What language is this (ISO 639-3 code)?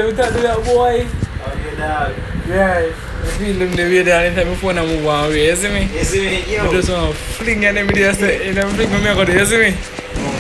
jam